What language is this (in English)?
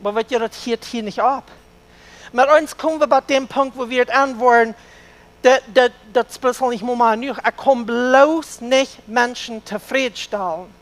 Plautdietsch